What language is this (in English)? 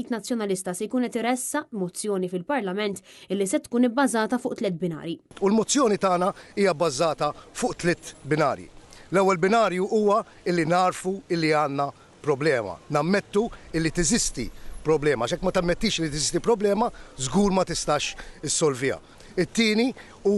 Maltese